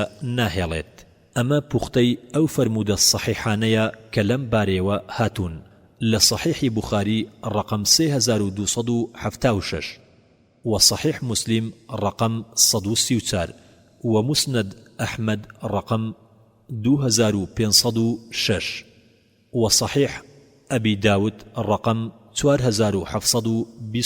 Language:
Central Kurdish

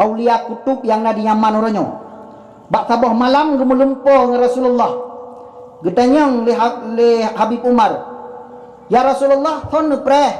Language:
Achinese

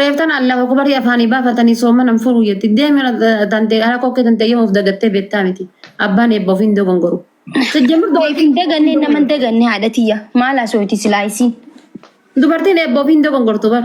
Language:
Oromo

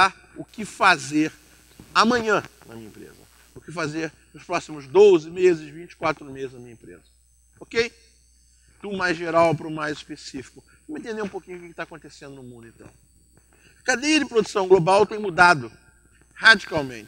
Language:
Portuguese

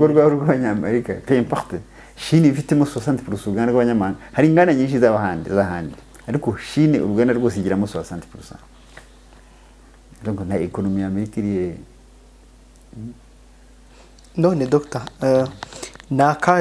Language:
Kinyarwanda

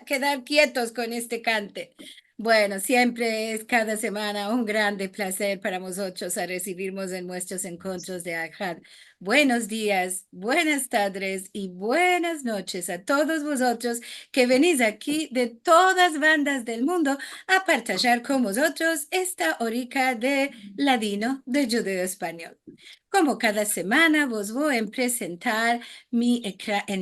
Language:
Ladino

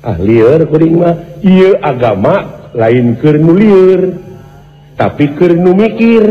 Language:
Sundanese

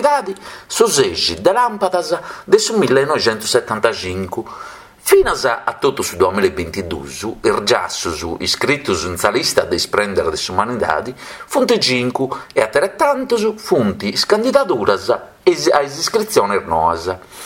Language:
Sardinian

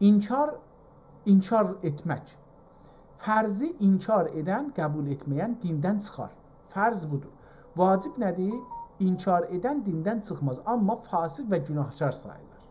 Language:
South Azerbaijani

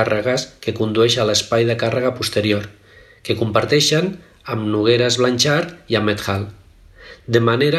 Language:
Catalan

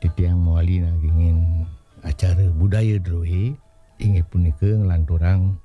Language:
Balinese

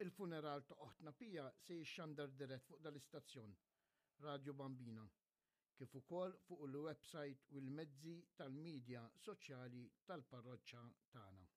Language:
Maltese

